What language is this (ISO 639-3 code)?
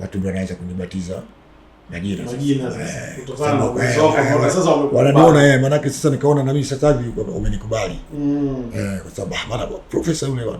swa